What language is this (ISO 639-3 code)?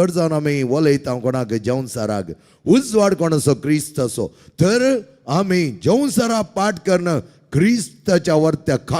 kok